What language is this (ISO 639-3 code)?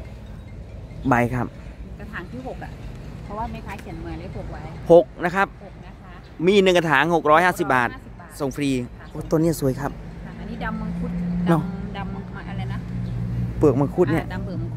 tha